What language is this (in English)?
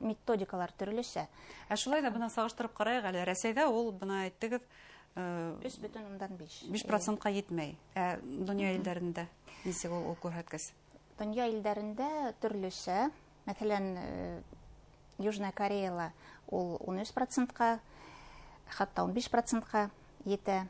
Bashkir